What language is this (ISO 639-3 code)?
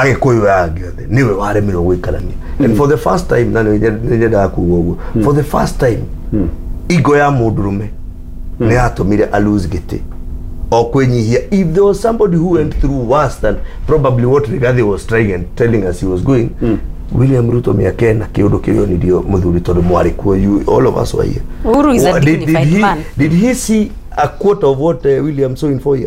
kik